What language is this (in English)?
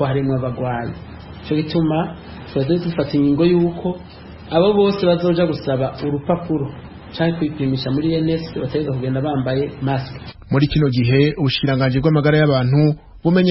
Rundi